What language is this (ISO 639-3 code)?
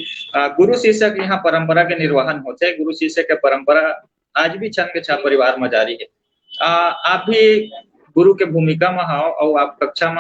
hne